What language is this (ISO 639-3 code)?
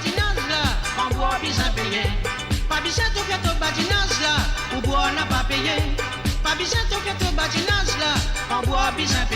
mfe